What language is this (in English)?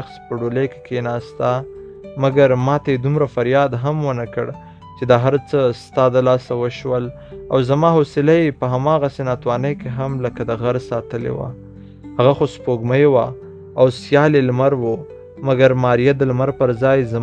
Pashto